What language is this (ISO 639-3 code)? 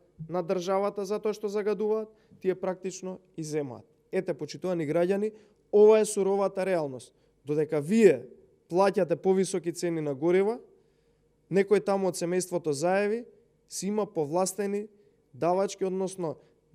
mkd